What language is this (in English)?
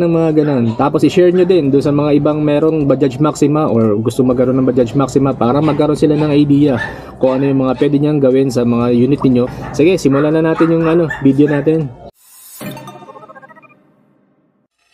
Filipino